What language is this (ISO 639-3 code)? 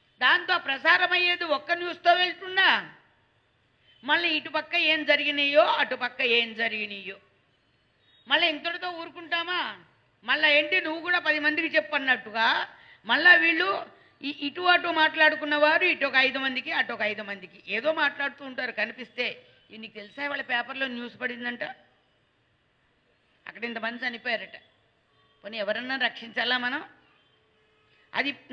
tel